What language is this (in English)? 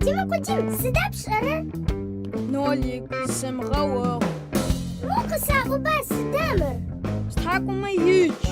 Adyghe